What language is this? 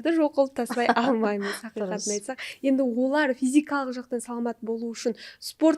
Kara-Kalpak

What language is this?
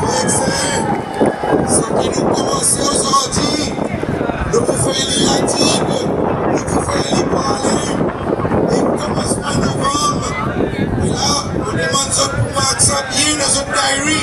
Seselwa Creole French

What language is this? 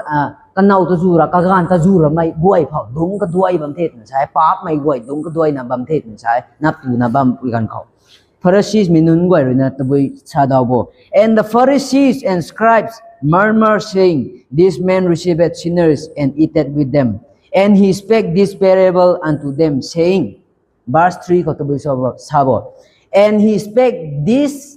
Rongmei Naga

